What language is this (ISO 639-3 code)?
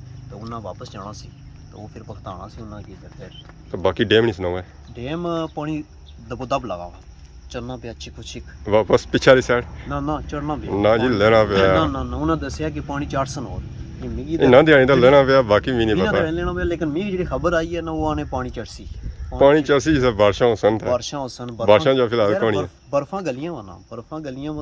phr